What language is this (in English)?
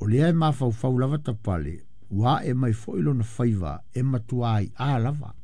Samoan